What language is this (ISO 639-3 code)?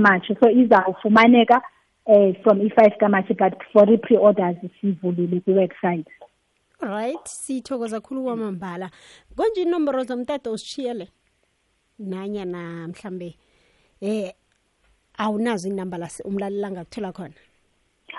xho